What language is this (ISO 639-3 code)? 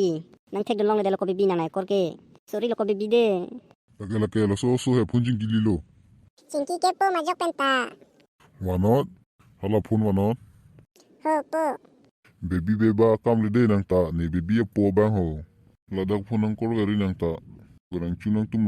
mjw